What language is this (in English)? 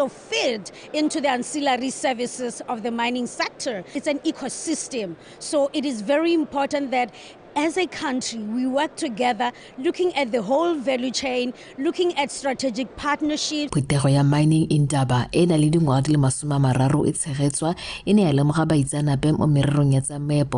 Tswana